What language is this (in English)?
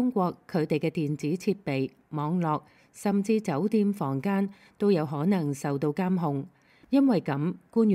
Cantonese